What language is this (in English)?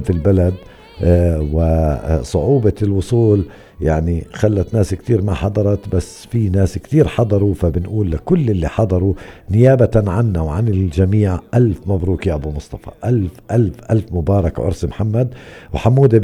North Levantine Arabic